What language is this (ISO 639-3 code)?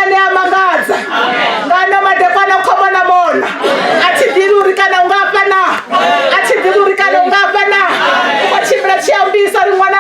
ven